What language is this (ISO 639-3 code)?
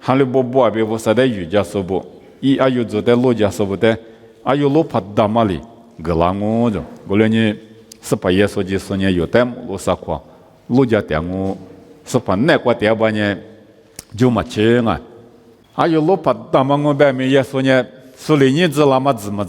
lis